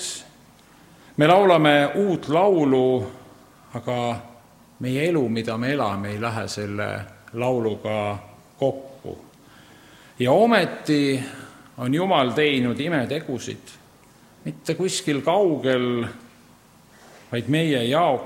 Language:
Estonian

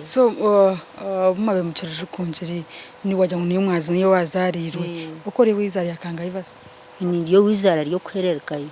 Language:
Nyankole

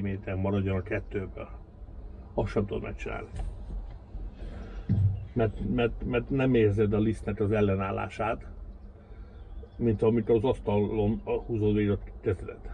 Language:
Hungarian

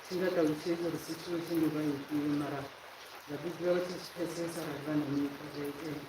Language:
Venda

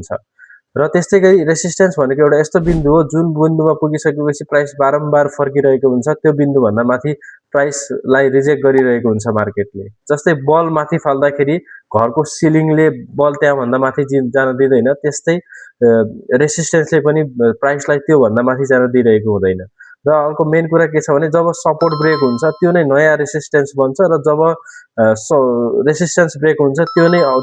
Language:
Nepali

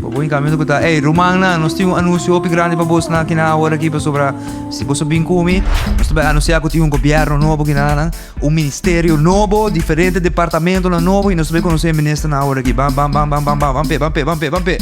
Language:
Papiamento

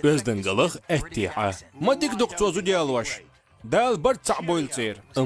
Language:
Chechen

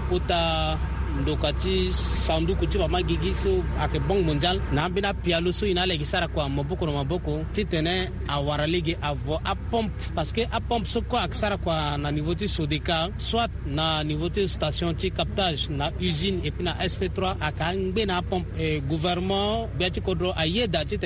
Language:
Sango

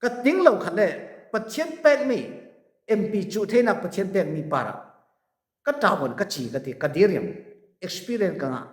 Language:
Falam Chin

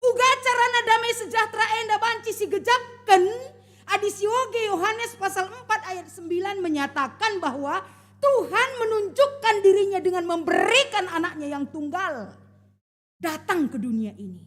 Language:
Batak Karo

